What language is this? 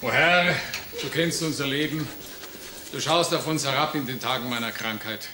Bavarian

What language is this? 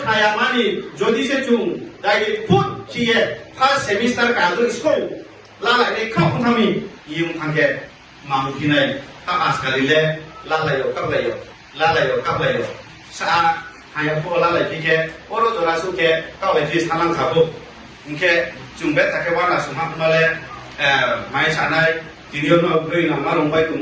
Riang (India)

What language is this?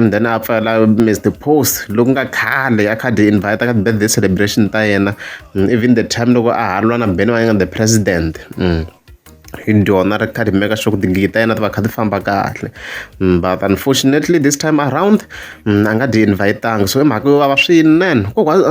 Tsonga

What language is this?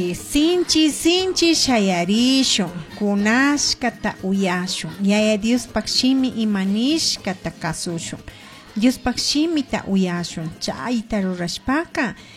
Chimborazo Highland Quichua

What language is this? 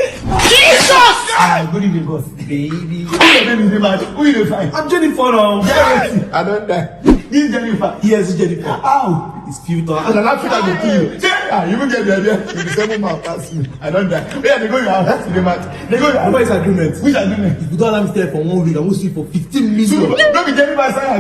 Nigerian Pidgin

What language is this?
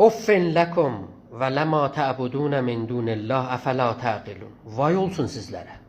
South Azerbaijani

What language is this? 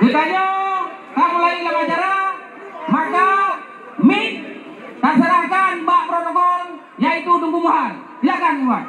Achinese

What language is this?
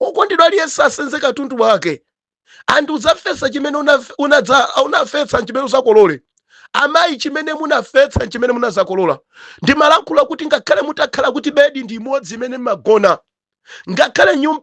Nyanja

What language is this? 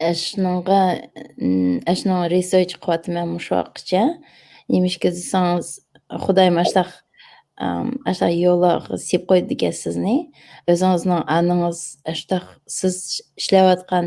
Uyghur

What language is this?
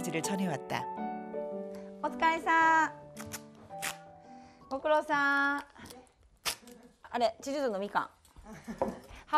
Korean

